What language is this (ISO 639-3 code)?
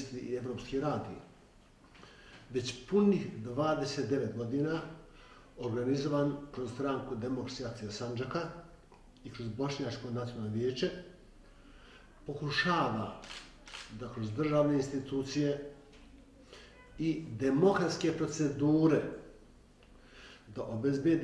bos